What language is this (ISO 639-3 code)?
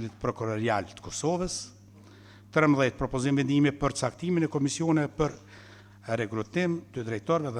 sqi